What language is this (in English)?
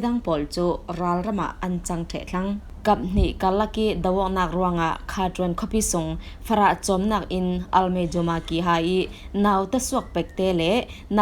Falam Chin